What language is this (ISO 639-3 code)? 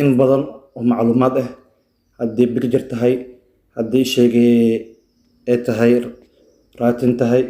som